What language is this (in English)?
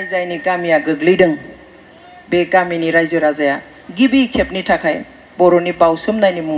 Bodo